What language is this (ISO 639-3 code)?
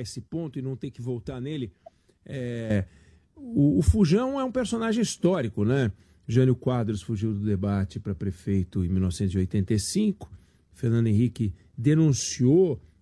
por